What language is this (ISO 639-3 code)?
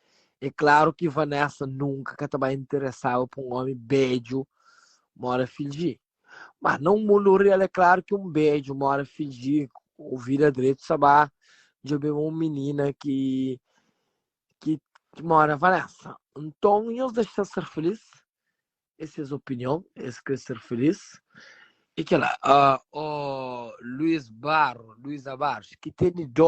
kea